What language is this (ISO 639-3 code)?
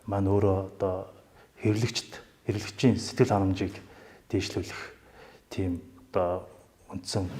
mon